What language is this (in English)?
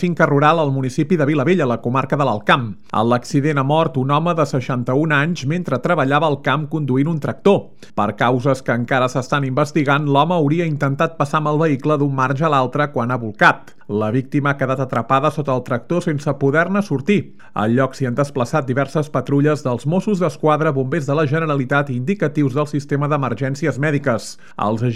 Catalan